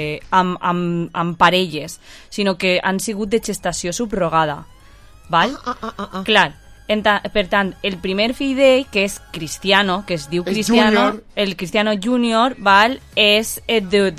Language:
Catalan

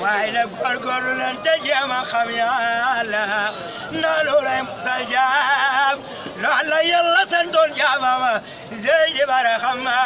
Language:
Wolof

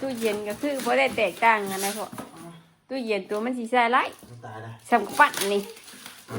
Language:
Northeastern Thai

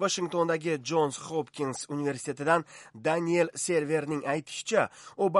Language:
Uzbek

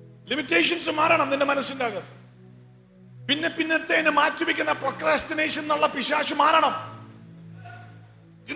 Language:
Malayalam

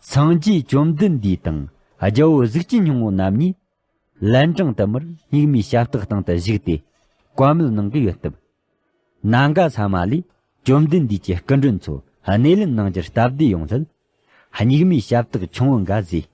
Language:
Tibetan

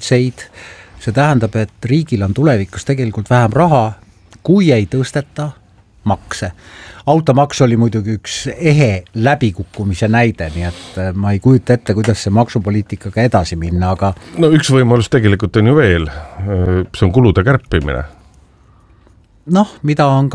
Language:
Estonian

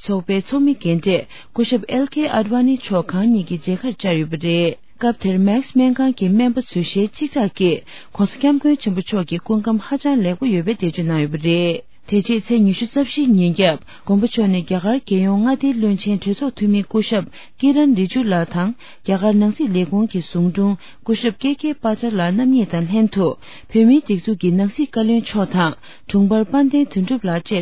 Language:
Tibetan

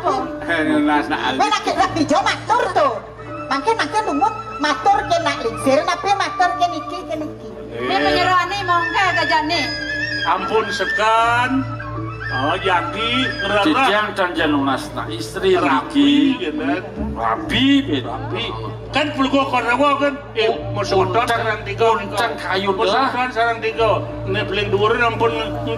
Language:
Balinese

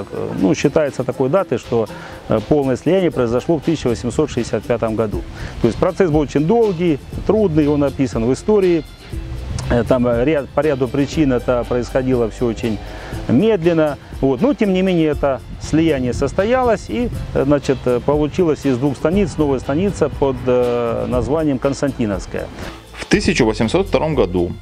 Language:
Russian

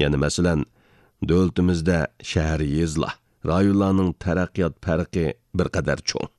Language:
Uyghur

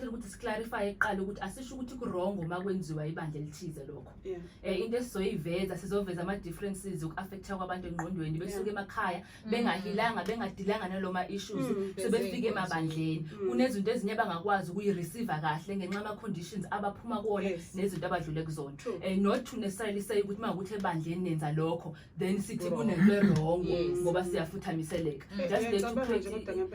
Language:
Zulu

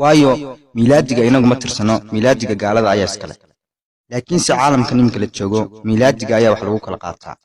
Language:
Somali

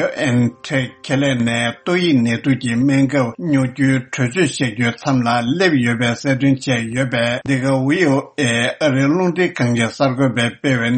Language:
Tibetan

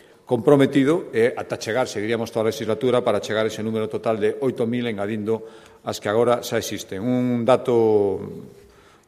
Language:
Galician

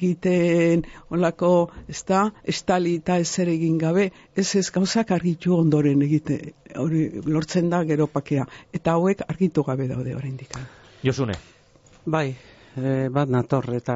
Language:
Basque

